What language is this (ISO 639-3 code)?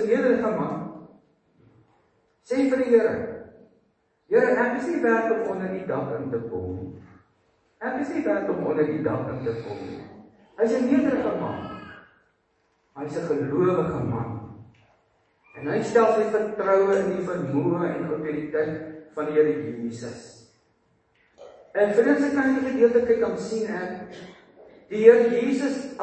afr